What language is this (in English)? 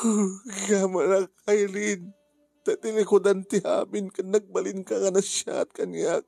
Iloko